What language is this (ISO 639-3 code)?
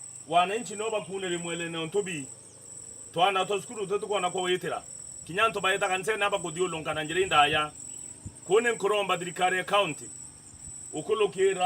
mer